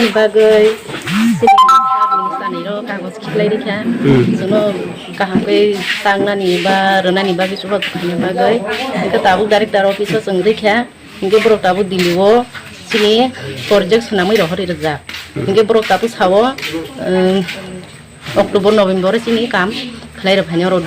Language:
Kok Borok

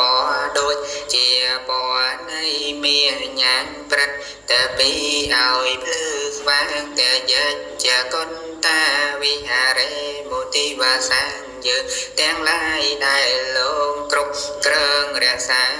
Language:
Khmer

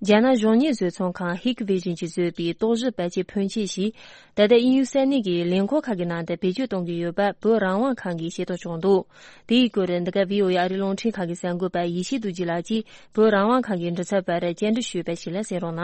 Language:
Tibetan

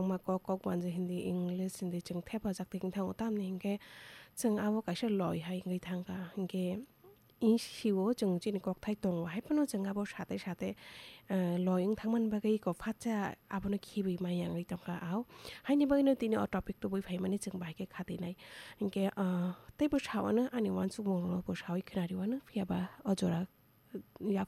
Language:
Kok Borok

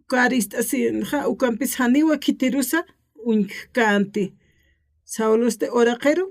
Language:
Aymara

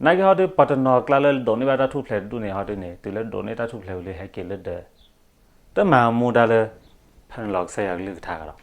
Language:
S'gaw Karen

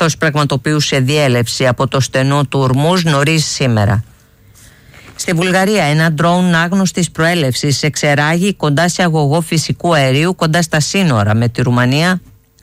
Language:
Greek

